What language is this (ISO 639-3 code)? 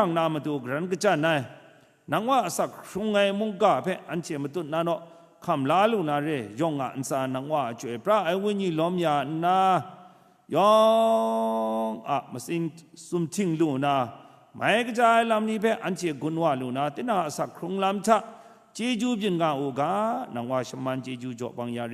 kac